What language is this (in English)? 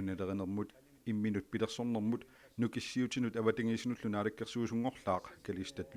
Kalaallisut